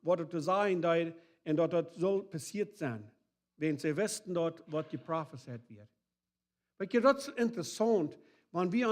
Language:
Plautdietsch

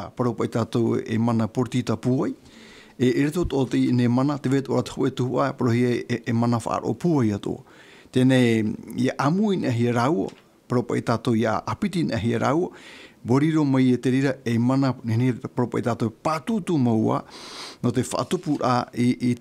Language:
Tahitian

